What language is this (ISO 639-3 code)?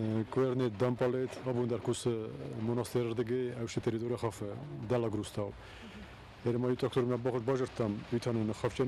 oss